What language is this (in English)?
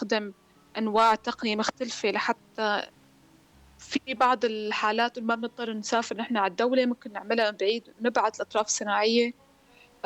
North Levantine Arabic